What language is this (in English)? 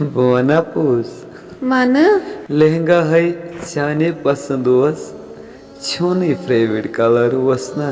Kashmiri